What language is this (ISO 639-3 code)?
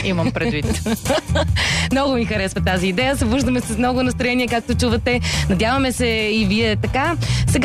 bul